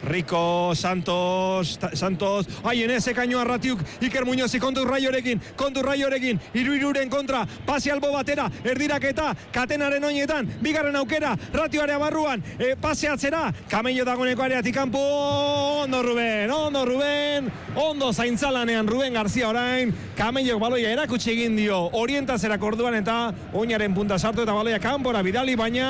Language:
Basque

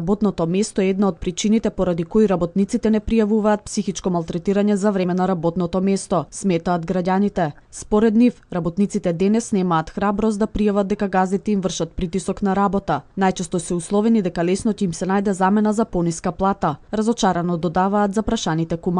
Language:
Macedonian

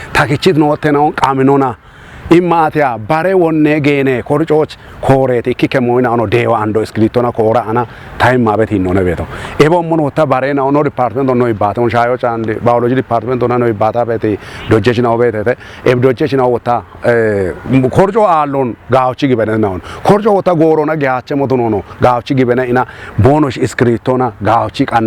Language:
Kafa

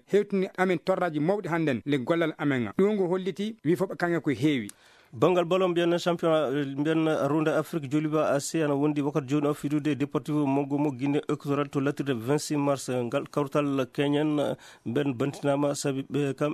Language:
Fula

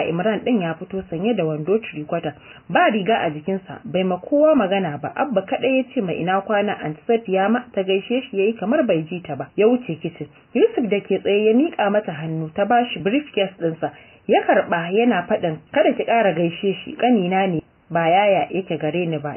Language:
Hausa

